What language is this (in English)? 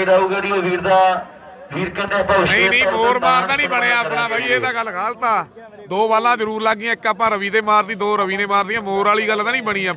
Punjabi